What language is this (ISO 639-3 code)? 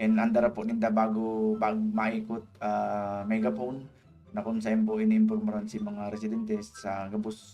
bik